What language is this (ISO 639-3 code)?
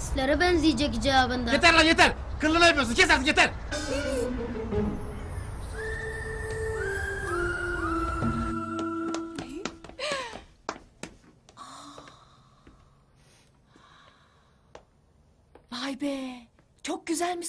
tur